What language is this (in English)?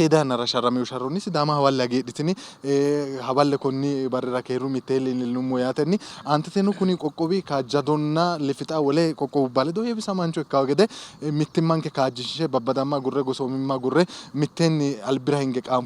Sidamo